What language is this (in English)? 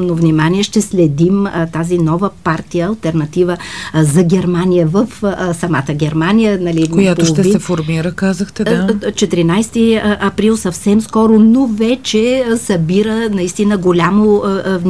Bulgarian